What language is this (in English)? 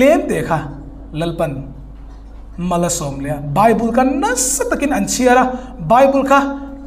Hmar